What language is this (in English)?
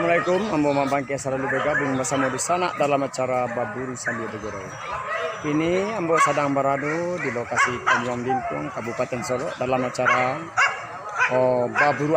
Minangkabau